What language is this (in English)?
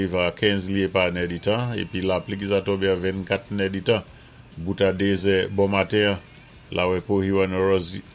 Saint Lucian Creole French